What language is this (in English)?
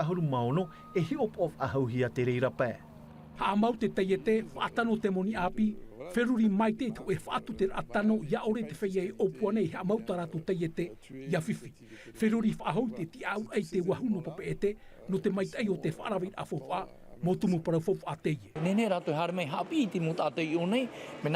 Tahitian